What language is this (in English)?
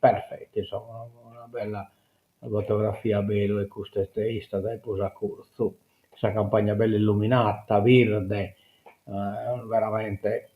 Sardinian